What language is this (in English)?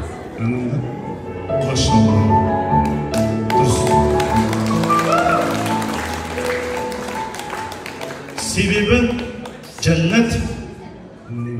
Kazakh